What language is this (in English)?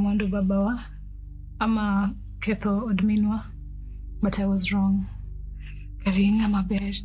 Luo (Kenya and Tanzania)